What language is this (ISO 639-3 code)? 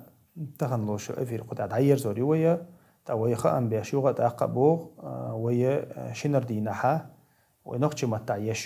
che